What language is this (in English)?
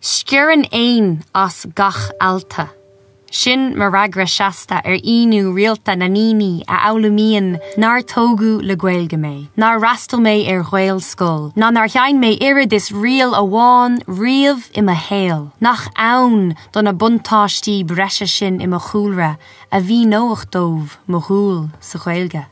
Irish